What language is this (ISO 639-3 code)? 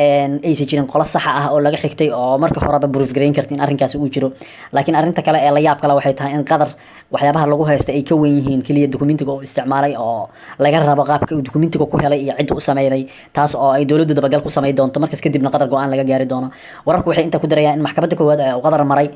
som